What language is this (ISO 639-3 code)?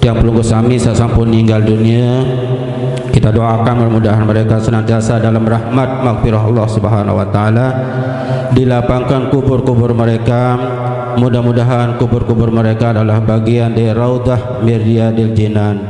sas